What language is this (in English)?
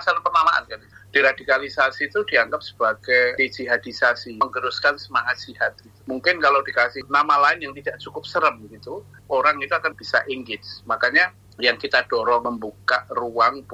Indonesian